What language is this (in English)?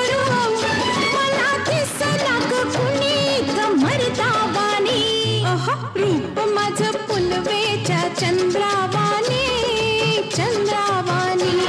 Marathi